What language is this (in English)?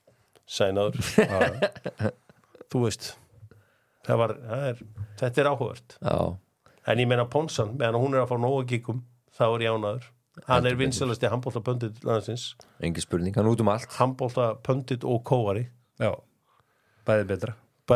Icelandic